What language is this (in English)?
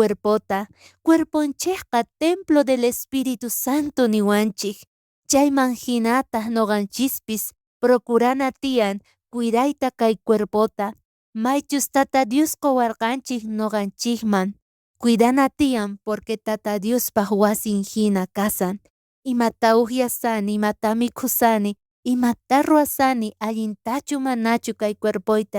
South Bolivian Quechua